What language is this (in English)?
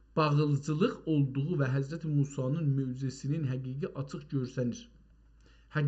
South Azerbaijani